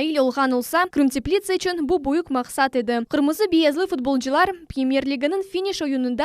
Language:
Crimean Tatar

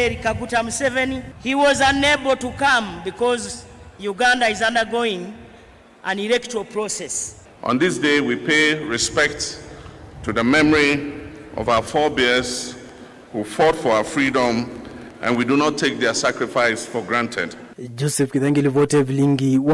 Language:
Kamba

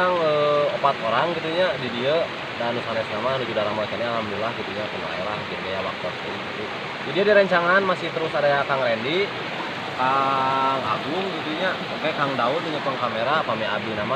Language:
Sundanese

